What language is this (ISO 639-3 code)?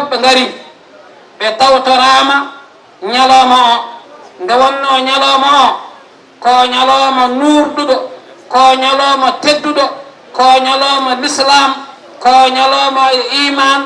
ful